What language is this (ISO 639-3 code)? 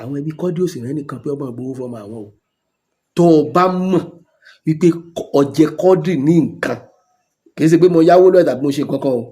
yor